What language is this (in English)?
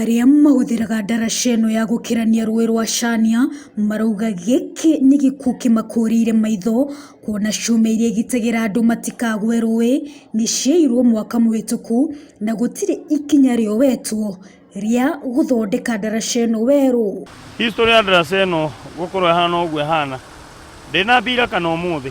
Kikuyu